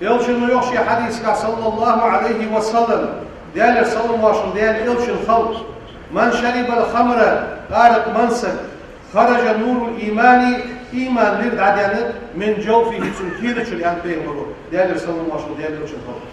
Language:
Ingush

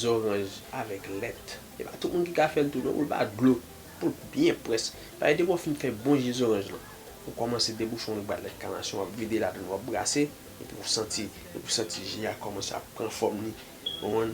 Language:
Haitian Creole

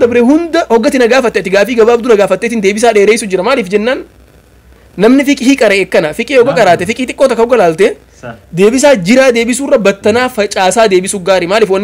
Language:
Oromo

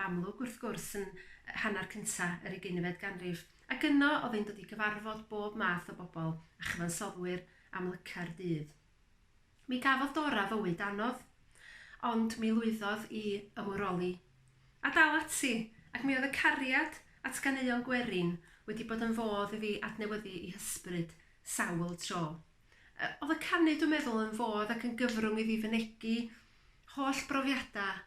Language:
Welsh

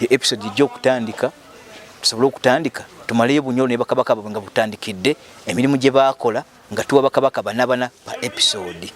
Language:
Ganda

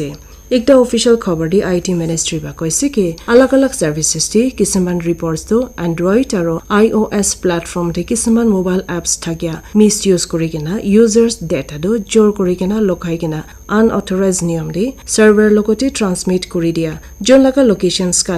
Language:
Naga Pidgin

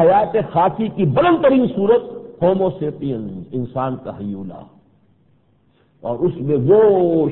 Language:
Urdu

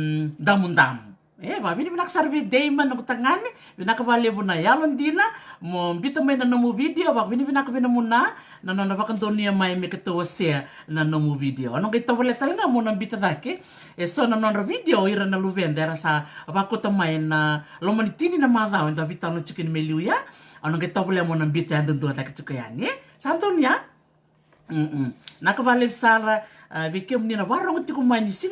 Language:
Fijian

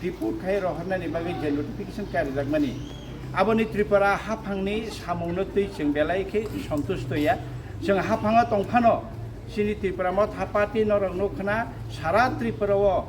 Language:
Kok Borok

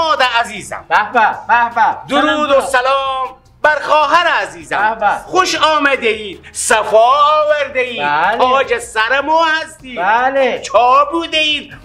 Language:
Persian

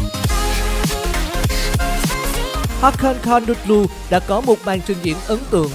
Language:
Vietnamese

